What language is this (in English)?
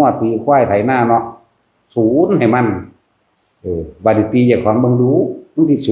Northeastern Thai